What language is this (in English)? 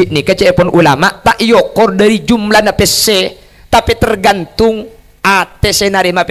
Madurese